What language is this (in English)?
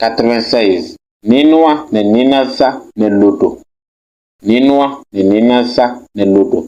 Kabiyè